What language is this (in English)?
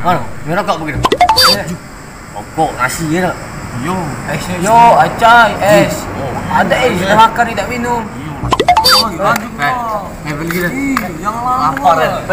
Musi